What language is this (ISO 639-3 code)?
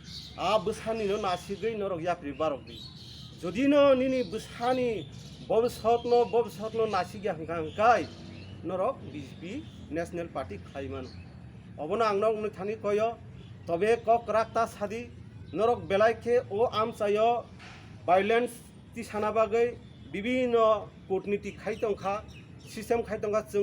trp